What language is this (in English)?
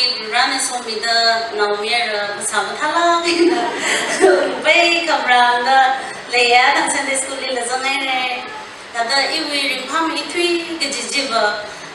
Tangkhul Naga (India)